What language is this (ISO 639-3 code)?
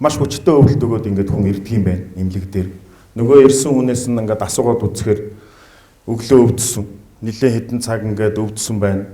mon